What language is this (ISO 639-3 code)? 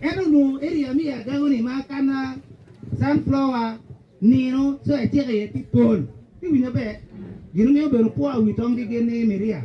ach